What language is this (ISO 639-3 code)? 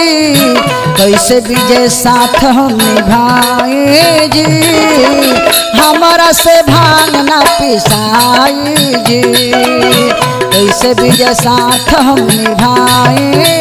bho